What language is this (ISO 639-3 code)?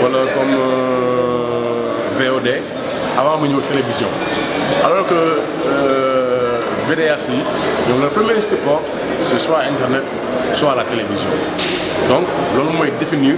wol